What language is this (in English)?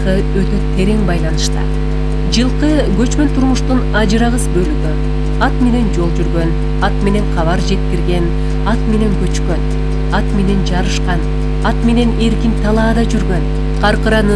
Kyrgyz